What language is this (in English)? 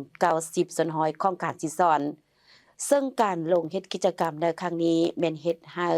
Lao